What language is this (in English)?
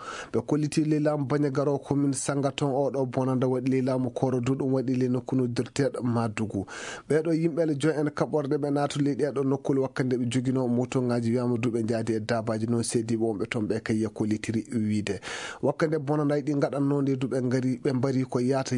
Maasina Fulfulde